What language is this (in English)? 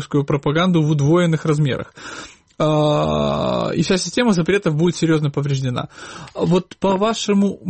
Russian